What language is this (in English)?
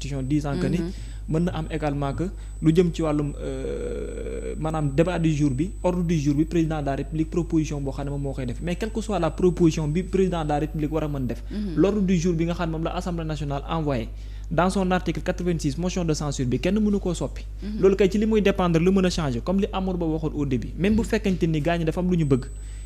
Wolof